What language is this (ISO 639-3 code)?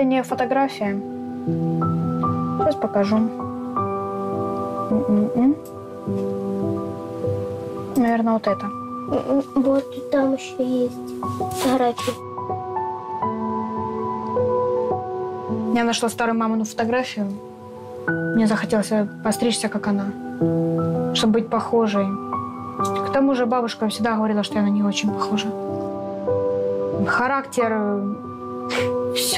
rus